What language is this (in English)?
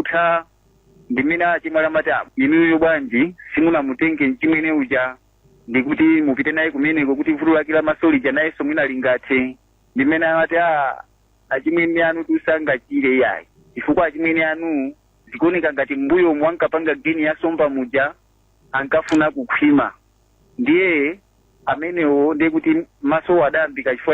Nyanja